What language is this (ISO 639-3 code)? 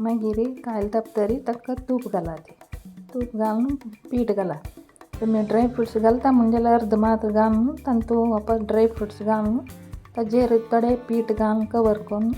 kok